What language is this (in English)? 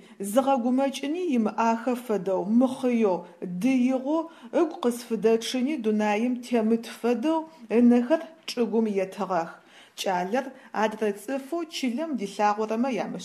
Adyghe